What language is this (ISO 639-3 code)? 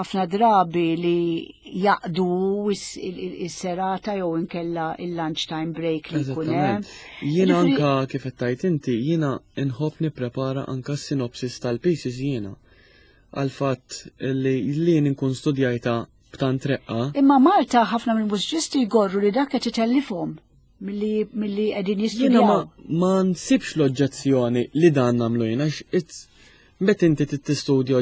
mlt